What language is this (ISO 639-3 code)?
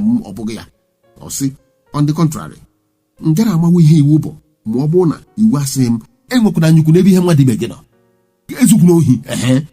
ibo